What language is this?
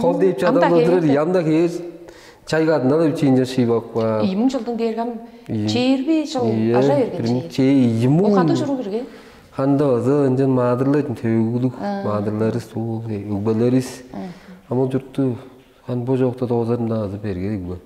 Tuvinian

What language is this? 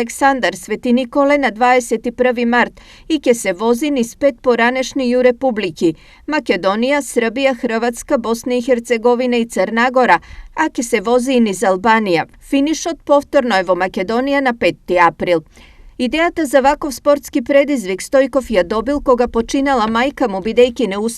Macedonian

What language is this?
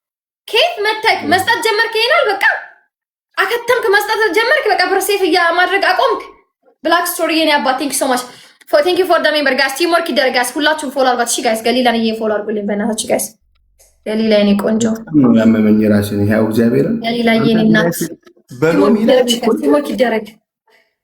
Amharic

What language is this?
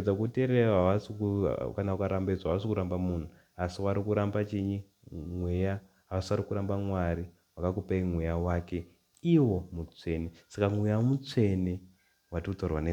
Shona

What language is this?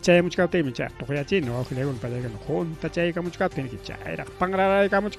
Ayacucho Quechua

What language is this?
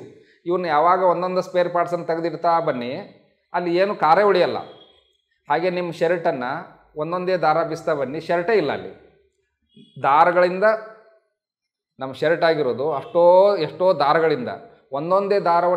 Kannada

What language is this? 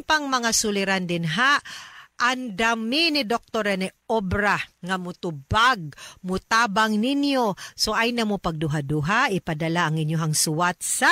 Cebuano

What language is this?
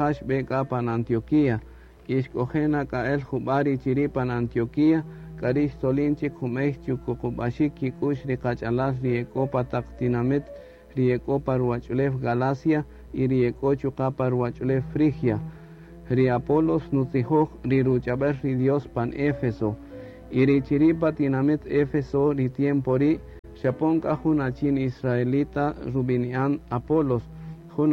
Kaqchikel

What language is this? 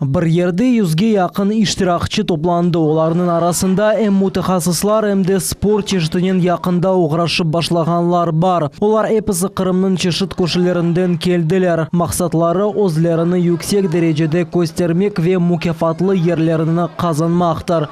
Crimean Tatar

